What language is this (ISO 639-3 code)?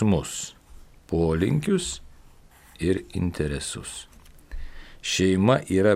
lit